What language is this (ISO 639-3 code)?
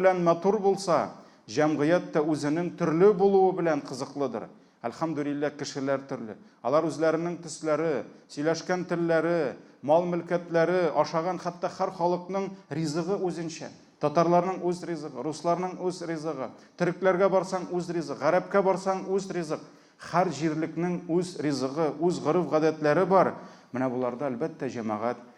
tat